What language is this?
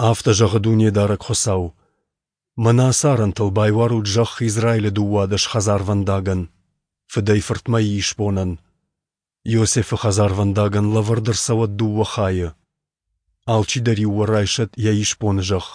Ossetic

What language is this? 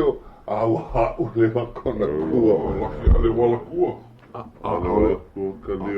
Hawaiian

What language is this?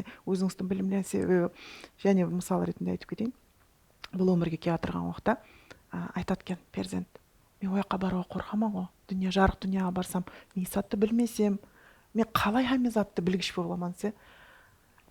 Kara-Kalpak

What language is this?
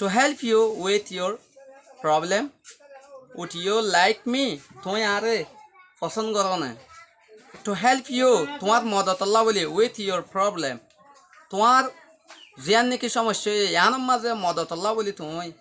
Rohingya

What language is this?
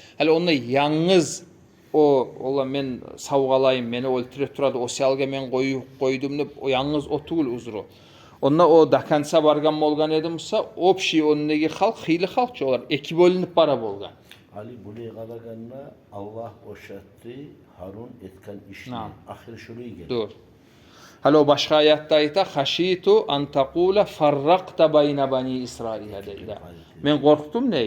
Kumyk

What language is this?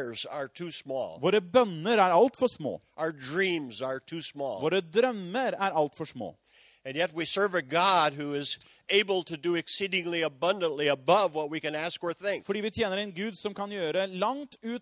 Norwegian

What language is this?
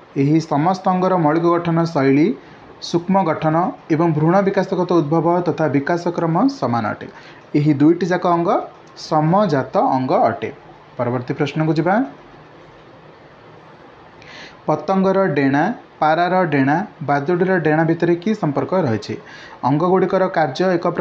Odia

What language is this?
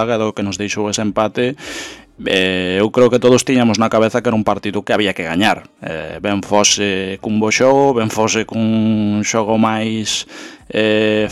Galician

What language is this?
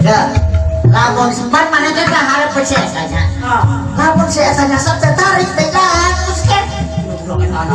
Sundanese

